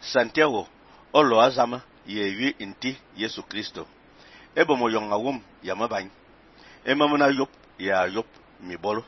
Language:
Fang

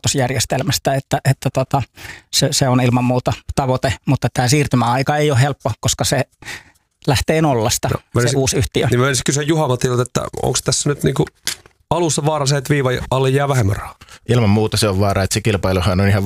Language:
Finnish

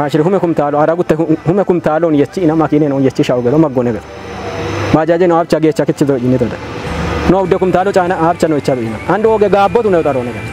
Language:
Kafa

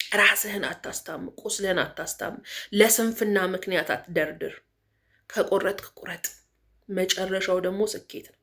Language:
Amharic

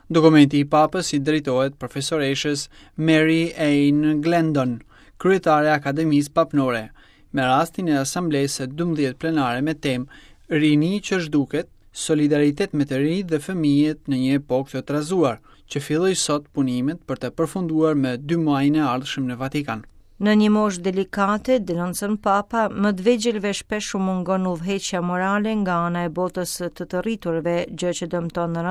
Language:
Albanian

